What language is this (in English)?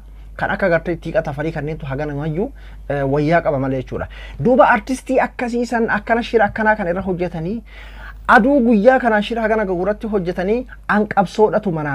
Oromo